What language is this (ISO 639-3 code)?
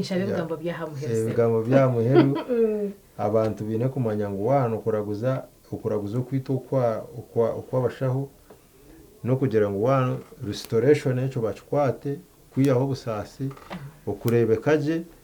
nyn